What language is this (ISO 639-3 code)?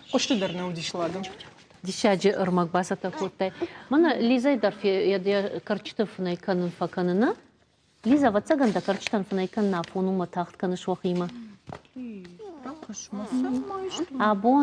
oss